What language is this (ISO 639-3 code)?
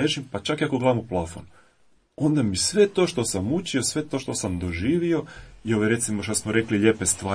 hrv